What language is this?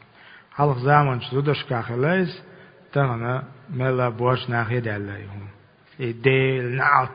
Chechen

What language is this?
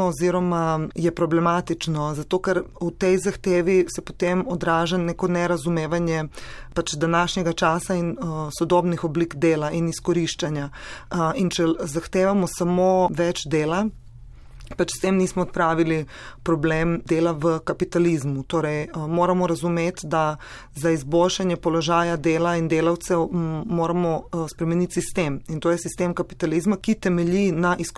Slovenian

